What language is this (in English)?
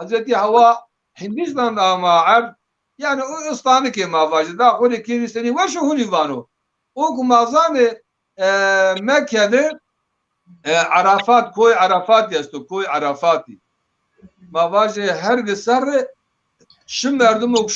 Zaza